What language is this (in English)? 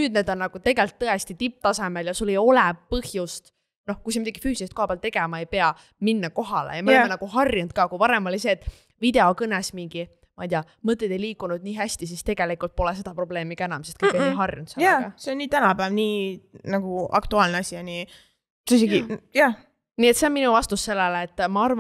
Estonian